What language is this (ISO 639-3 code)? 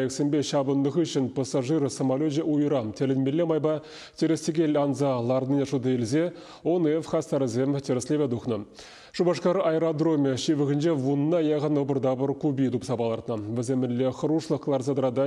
chv